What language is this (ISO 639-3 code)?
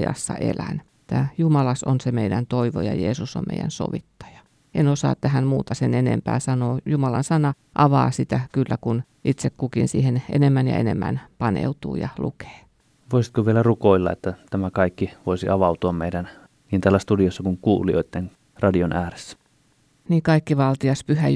fin